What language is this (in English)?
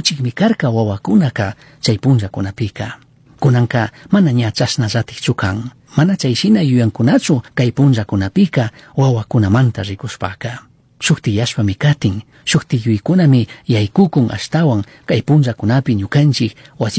Chimborazo Highland Quichua